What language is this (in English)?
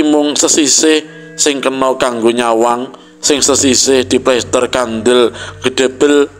Javanese